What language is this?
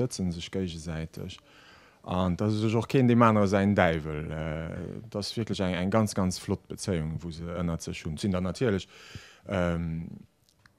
Luxembourgish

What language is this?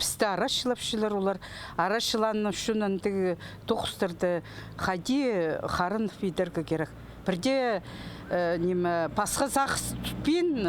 Khakas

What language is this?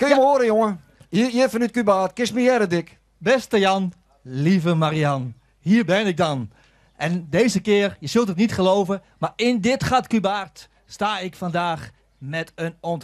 Western Frisian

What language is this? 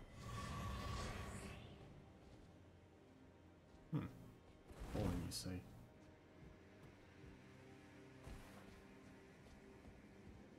English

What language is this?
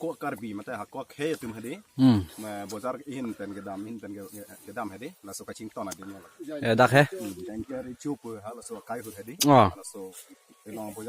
Karbi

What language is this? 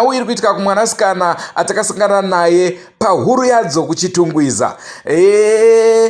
Shona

